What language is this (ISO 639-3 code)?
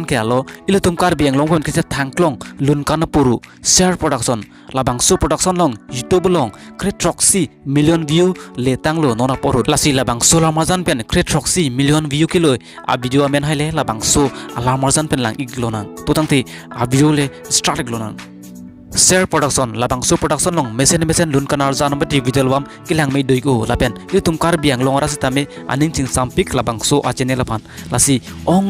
mjw